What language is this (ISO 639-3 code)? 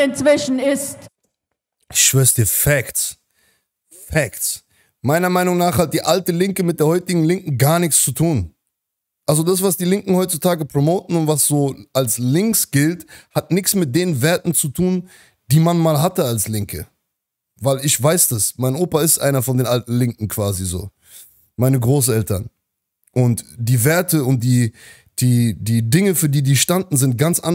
deu